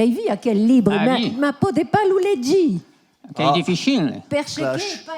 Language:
Occitan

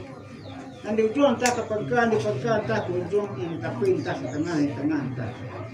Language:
Minangkabau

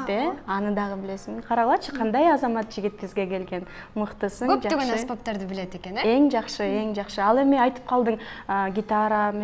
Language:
Kyrgyz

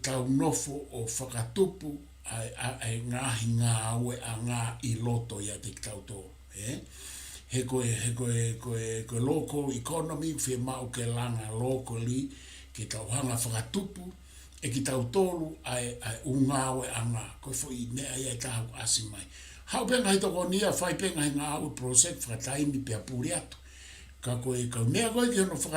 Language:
Tongan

